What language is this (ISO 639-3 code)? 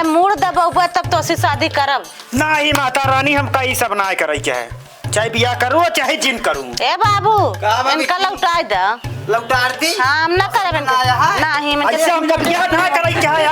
awa